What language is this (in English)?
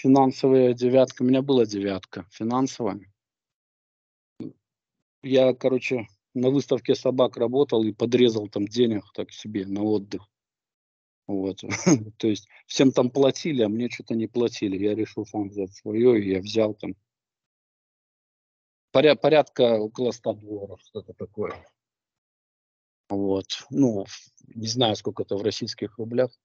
Russian